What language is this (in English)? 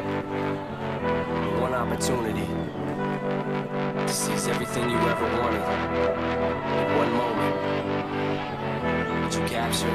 English